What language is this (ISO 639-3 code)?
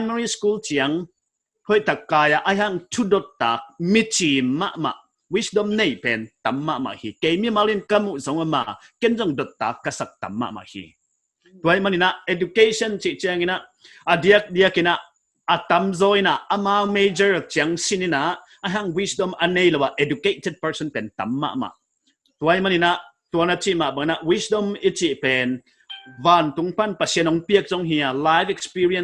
pck